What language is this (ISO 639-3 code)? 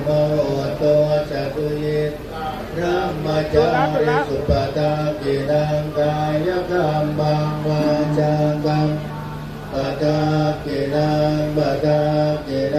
pli